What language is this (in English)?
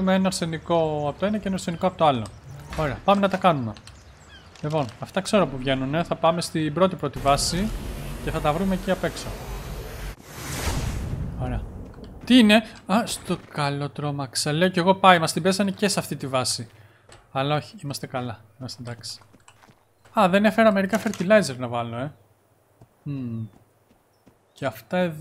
Greek